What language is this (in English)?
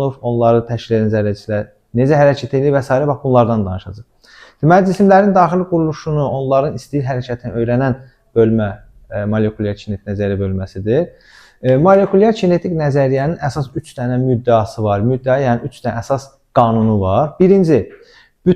Azerbaijani